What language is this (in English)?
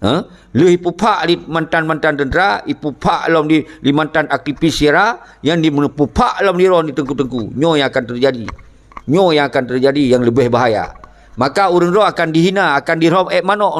Achinese